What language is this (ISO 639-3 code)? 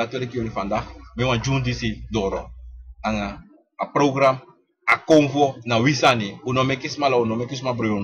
srn